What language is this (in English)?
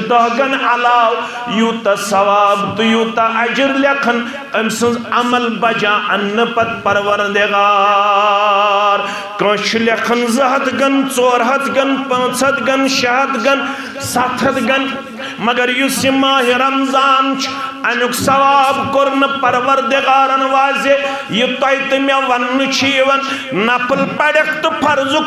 Kashmiri